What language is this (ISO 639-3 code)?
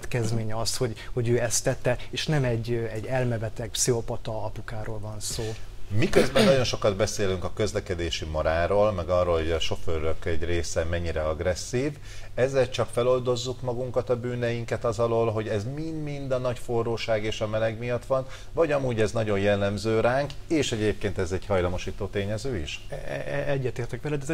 hun